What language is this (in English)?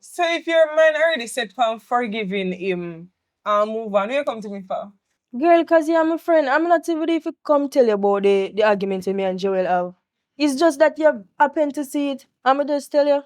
Jamaican Creole English